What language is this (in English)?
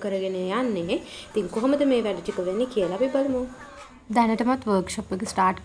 Sinhala